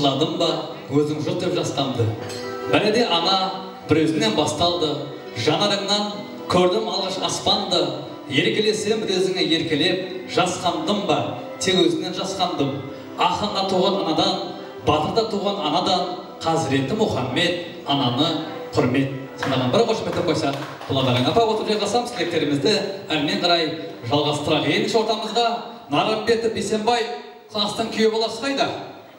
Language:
Kara-Kalpak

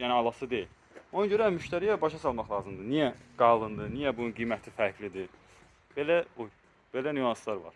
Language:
Azerbaijani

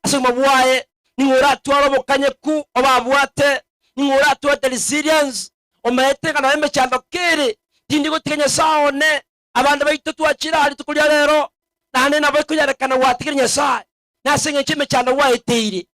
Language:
Gusii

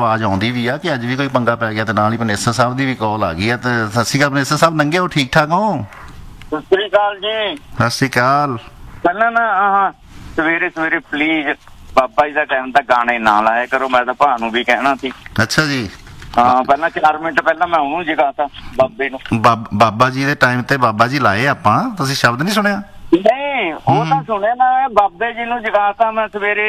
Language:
Punjabi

